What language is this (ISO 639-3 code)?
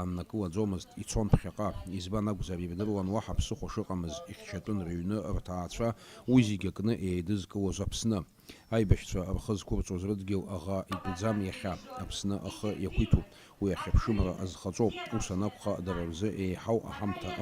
abk